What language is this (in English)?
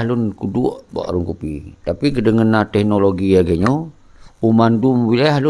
Achinese